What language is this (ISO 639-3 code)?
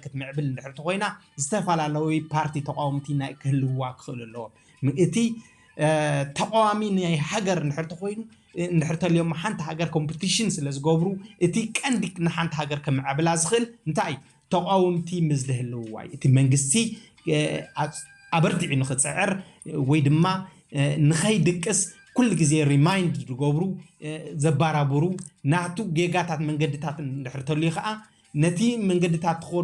tir